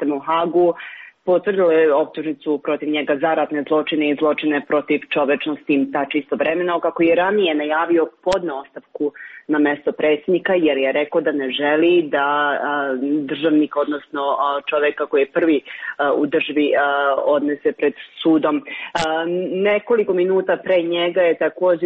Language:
Serbian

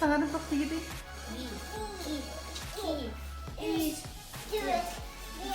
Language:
Yakut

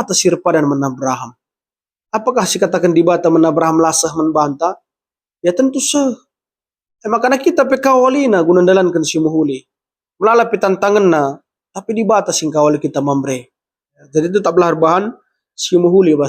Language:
Batak Karo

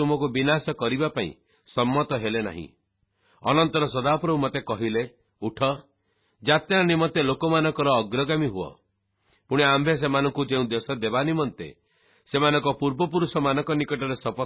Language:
Odia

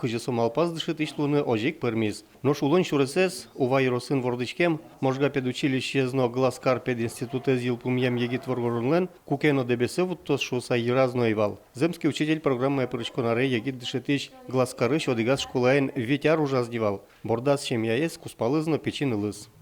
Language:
Udmurt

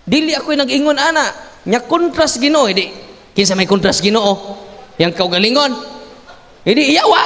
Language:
Cebuano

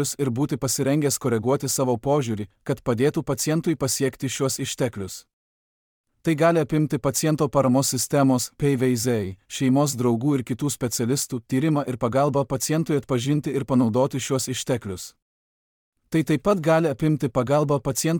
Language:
Lithuanian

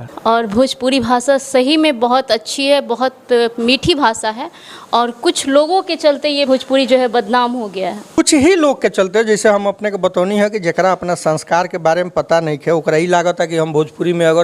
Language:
Bhojpuri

